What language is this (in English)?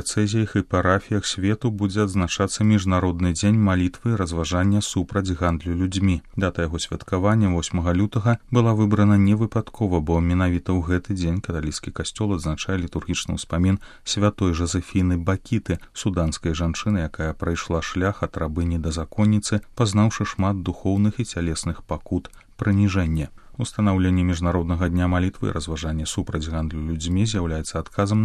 Belarusian